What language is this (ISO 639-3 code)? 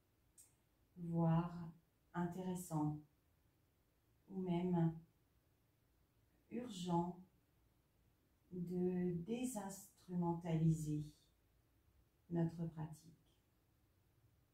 fra